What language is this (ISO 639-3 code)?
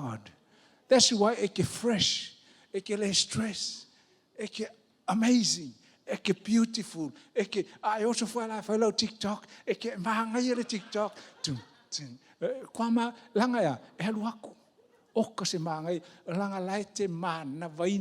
smo